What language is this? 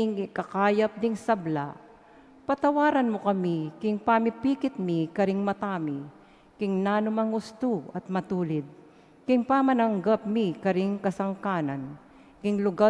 Pampanga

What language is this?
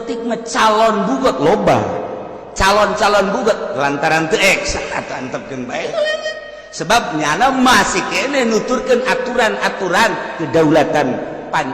Sundanese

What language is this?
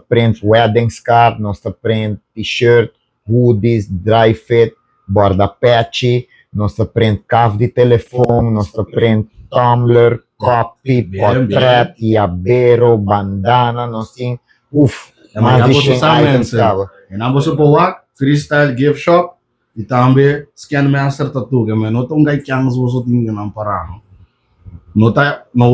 Papiamento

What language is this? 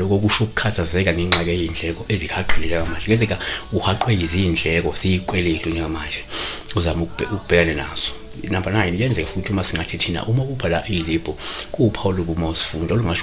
Zulu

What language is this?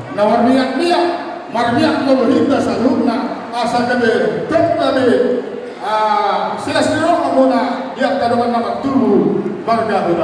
Batak Toba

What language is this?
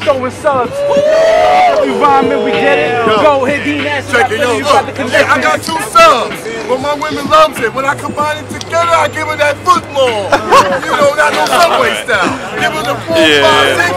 English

